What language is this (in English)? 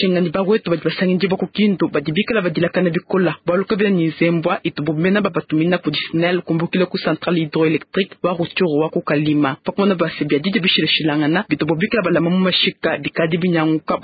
Luba-Lulua